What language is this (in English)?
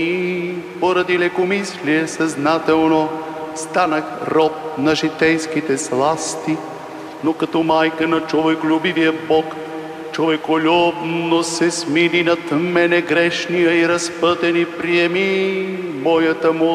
Bulgarian